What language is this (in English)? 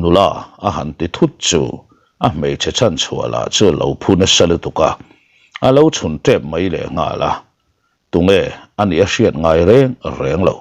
Mizo